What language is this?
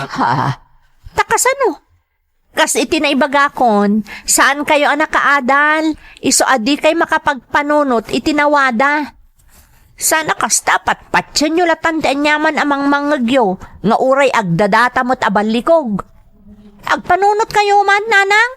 Iloko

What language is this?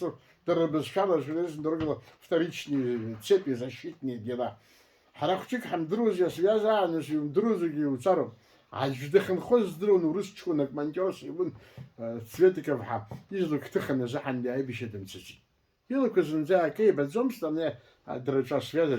Abkhazian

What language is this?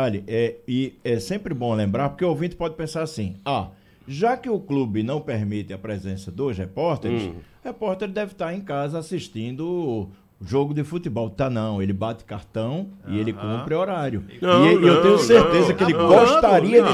Portuguese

